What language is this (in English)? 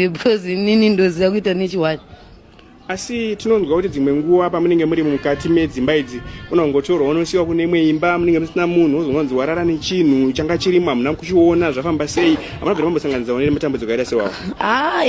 Shona